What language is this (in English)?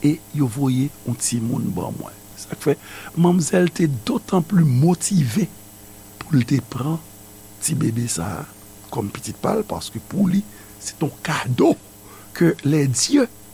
Haitian Creole